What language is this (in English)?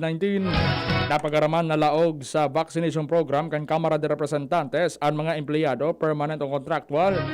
Bikol